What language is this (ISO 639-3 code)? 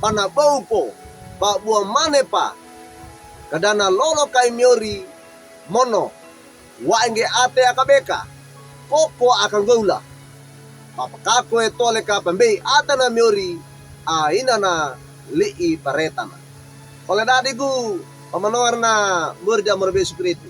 wew